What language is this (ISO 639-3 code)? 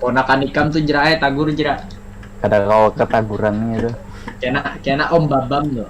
bjn